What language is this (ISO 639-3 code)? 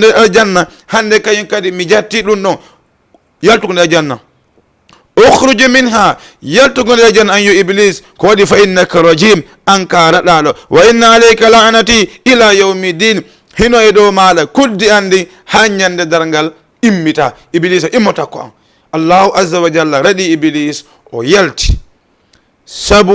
ful